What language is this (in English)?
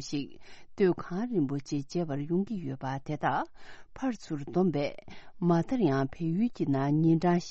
Tibetan